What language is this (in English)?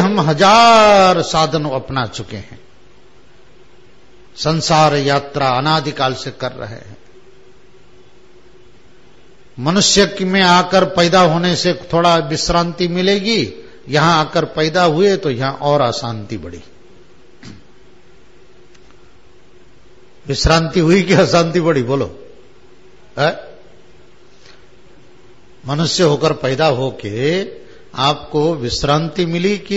Hindi